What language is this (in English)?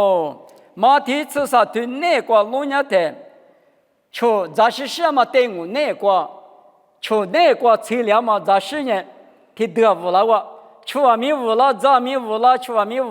Lisu